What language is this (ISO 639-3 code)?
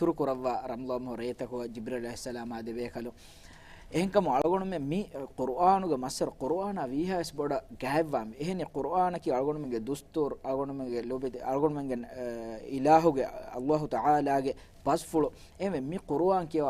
div